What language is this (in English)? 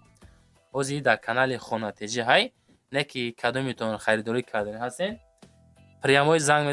Tajik